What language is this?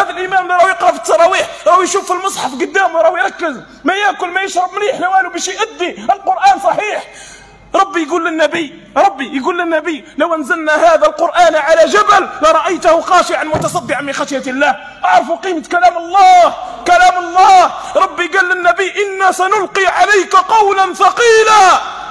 Algerian Arabic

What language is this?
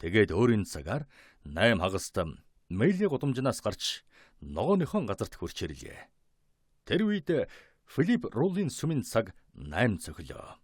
Mongolian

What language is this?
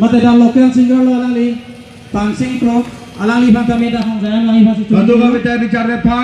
Karbi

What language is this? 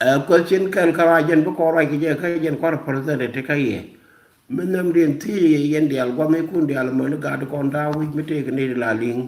Nuer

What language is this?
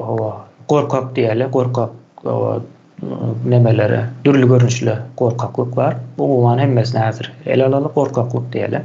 Turkmen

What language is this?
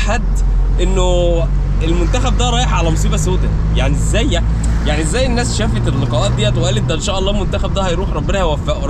Egyptian Arabic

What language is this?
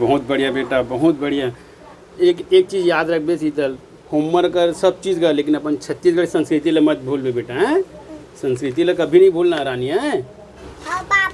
Chhattisgarhi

